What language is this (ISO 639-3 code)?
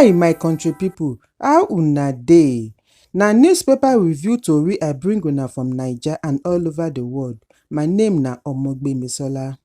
pcm